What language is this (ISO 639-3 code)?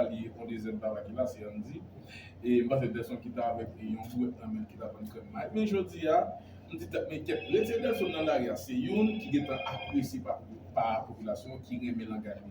hat